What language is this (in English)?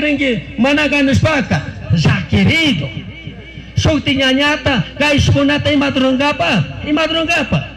Chimborazo Highland Quichua